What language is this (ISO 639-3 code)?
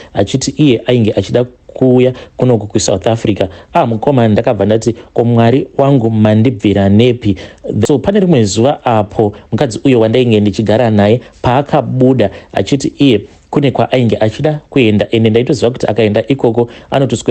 sna